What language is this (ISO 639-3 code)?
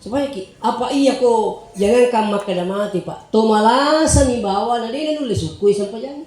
bug